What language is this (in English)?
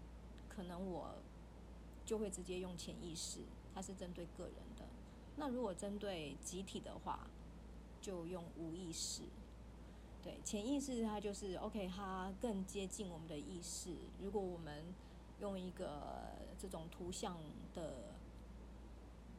Chinese